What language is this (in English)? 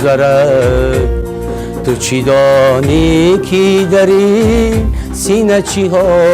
Tajik